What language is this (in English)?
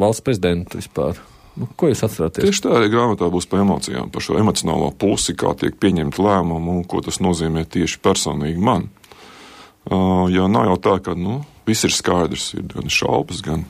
Latvian